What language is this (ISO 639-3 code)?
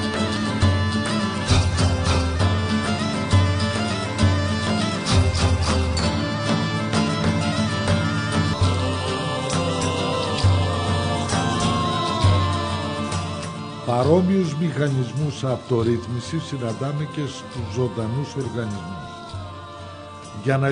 ell